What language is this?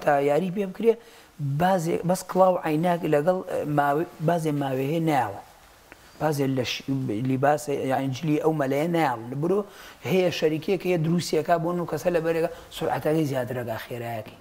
Central Kurdish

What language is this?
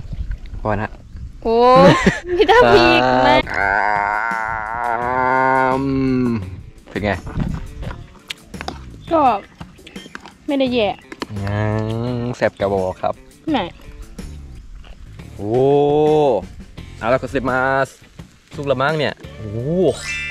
Thai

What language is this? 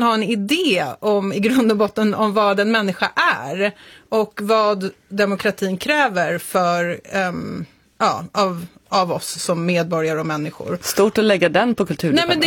Swedish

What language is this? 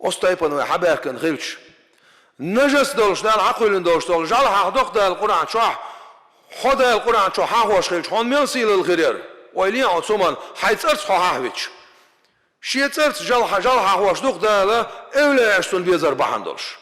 Chechen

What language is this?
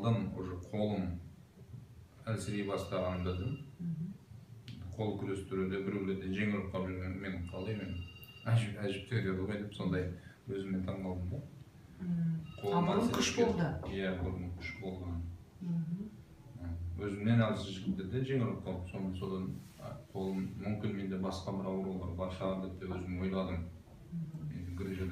Kazakh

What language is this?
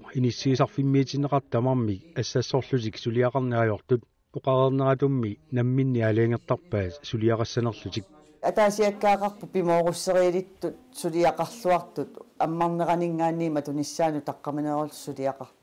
Kalaallisut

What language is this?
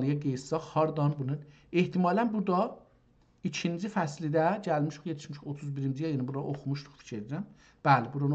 South Azerbaijani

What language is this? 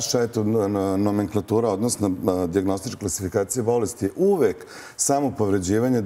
Serbian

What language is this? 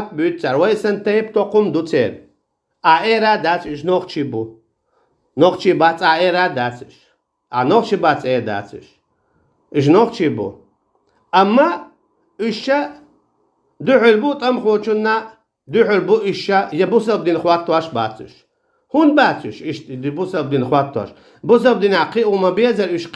Chechen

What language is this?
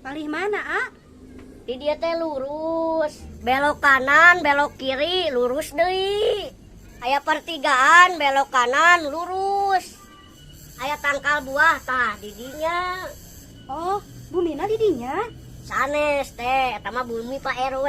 Sundanese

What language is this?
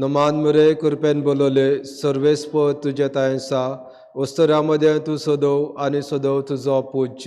Konkani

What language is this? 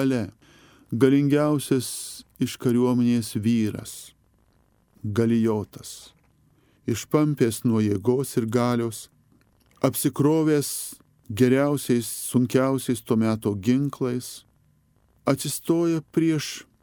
Lithuanian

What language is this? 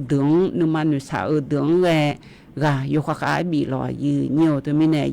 Akha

